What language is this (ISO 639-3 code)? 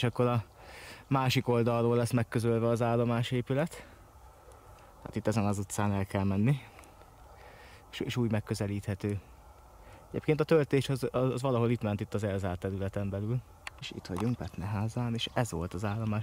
hun